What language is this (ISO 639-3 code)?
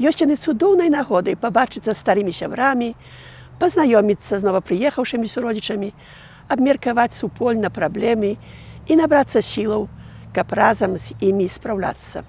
bel